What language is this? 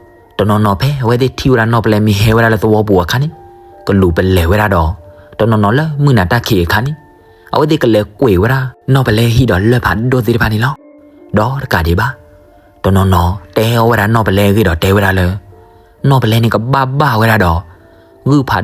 S'gaw Karen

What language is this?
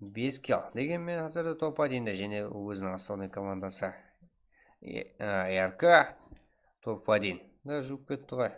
Kara-Kalpak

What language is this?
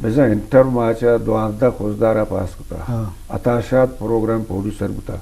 Eastern Balochi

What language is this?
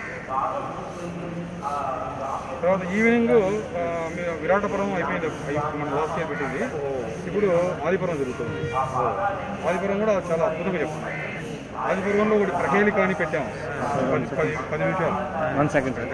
Telugu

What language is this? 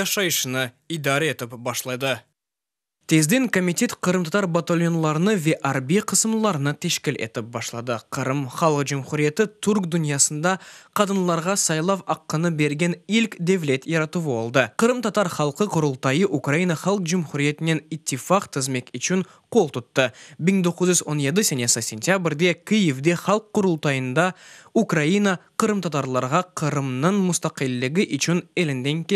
Crimean Tatar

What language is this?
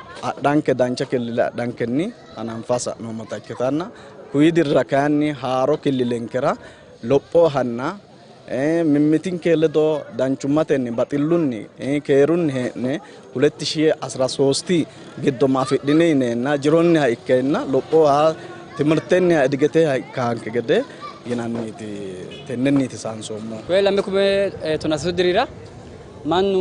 Sidamo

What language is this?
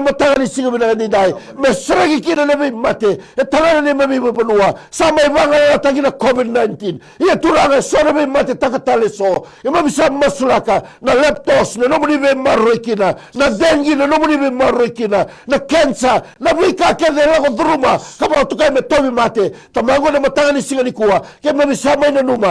Fijian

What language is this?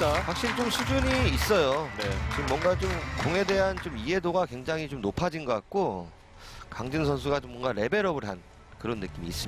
Korean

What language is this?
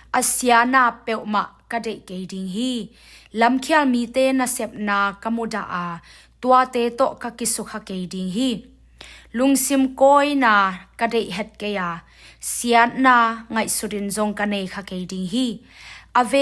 Tedim Chin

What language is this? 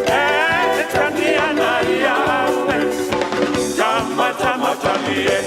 Tongan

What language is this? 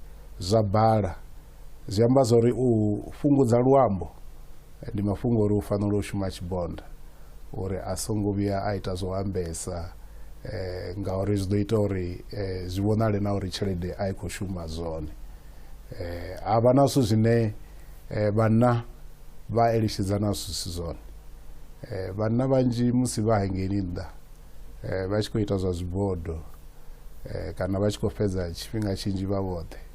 Venda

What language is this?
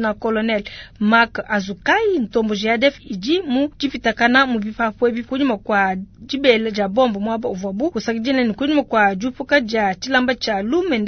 Luba-Lulua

